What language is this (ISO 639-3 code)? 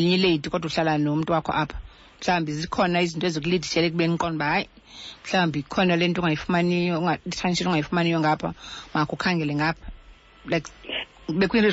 xho